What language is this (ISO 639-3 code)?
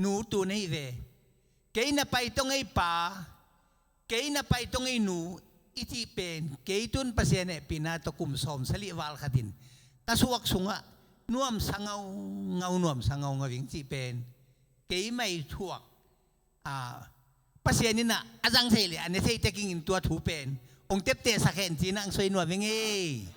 ctd